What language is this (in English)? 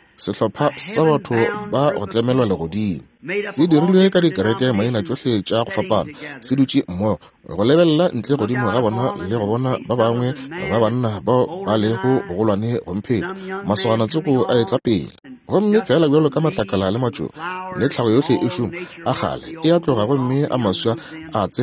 Northern Sotho